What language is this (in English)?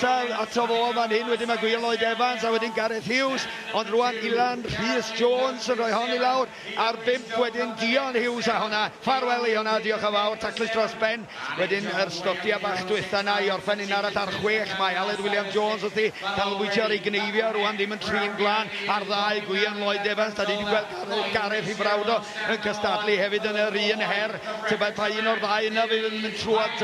Welsh